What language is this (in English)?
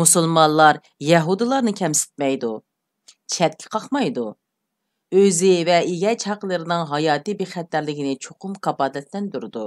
Uyghur